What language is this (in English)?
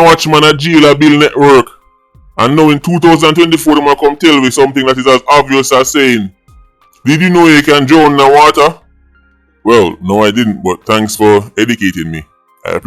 Jamaican Creole English